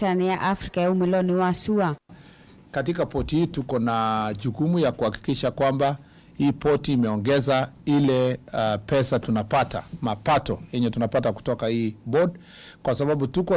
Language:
Kamba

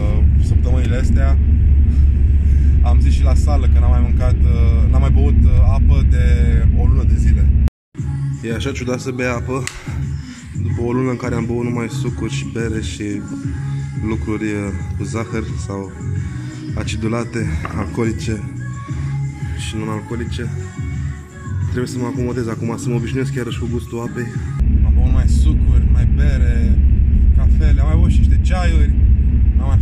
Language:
Romanian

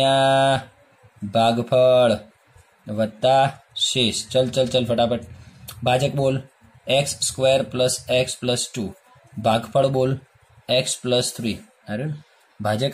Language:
Gujarati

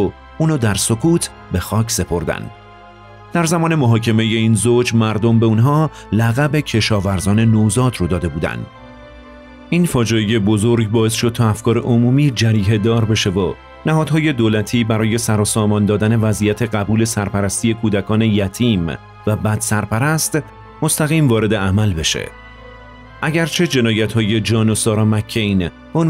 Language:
Persian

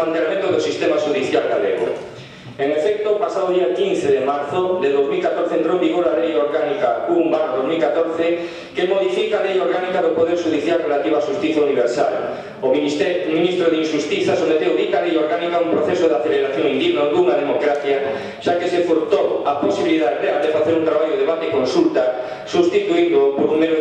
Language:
Galician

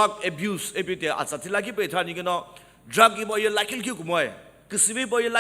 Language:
Sumi Naga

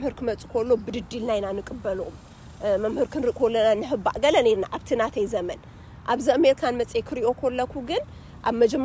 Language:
Tigrinya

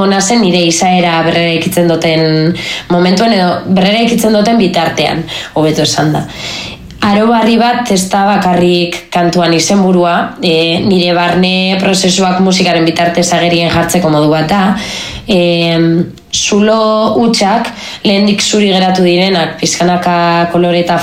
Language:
Basque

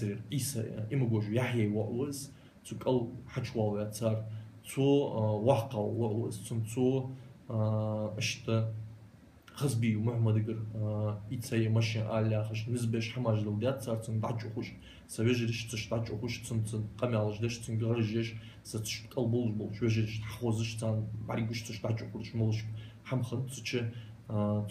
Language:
Ingush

